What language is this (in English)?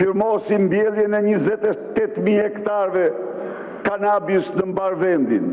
Albanian